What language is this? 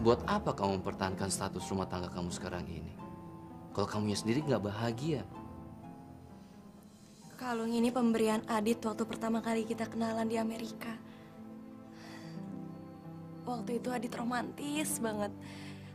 Indonesian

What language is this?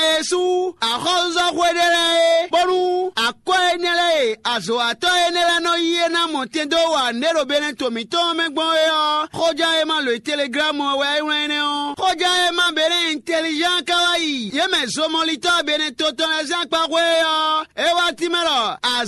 Fon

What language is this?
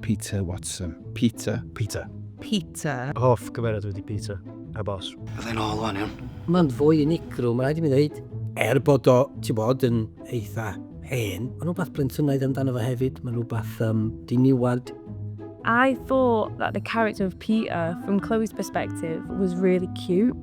Welsh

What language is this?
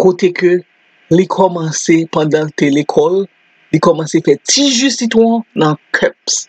Haitian Creole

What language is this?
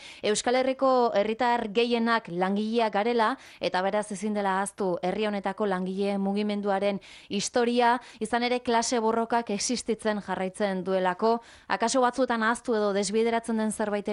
Basque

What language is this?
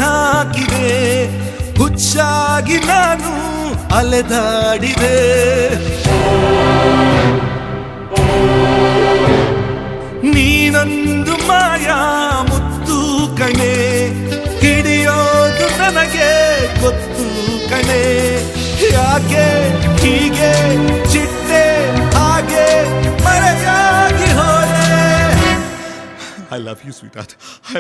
Kannada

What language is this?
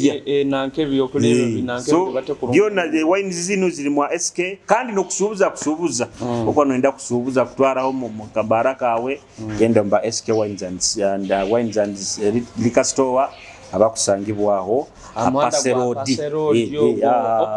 Nyoro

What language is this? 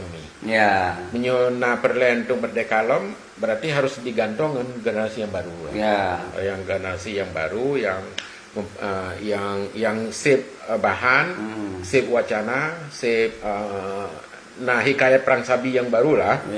Achinese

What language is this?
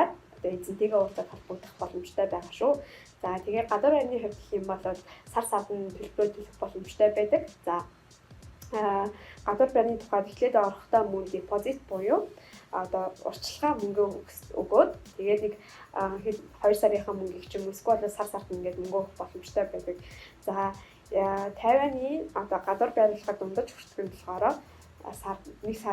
Mongolian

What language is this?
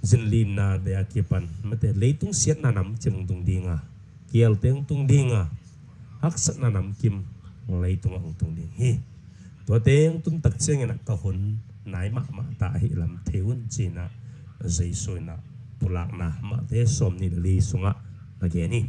Tedim Chin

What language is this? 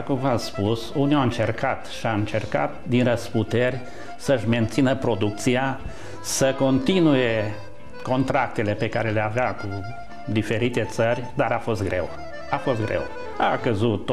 Romanian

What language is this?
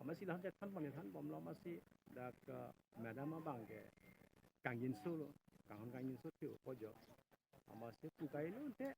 Karbi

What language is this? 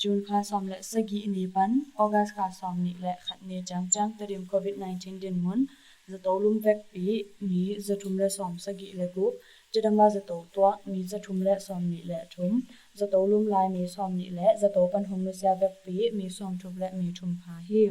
Tedim Chin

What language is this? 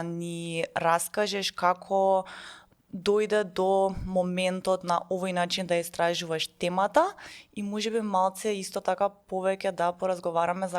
Macedonian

